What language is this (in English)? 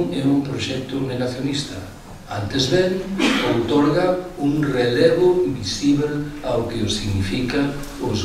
Galician